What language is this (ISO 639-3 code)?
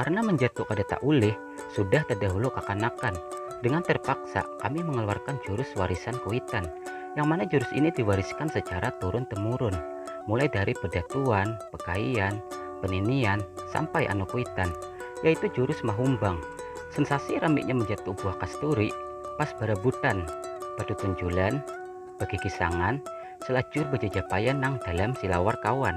bjn